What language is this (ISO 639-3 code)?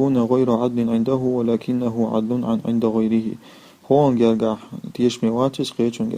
che